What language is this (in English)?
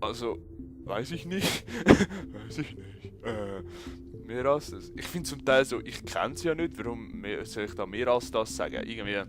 Swiss German